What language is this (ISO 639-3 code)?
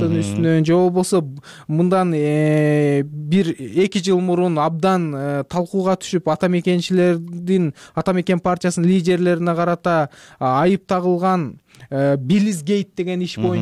kir